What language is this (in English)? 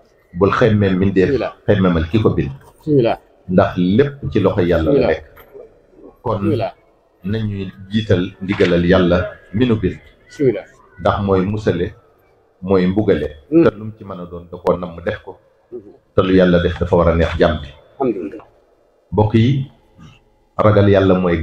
Wolof